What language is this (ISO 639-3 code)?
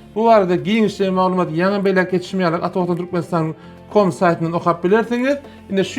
tuk